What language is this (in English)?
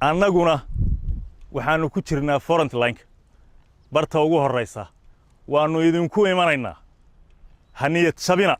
Somali